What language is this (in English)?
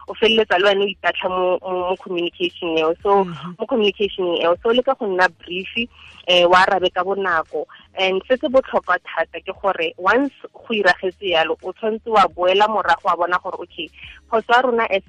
Tswana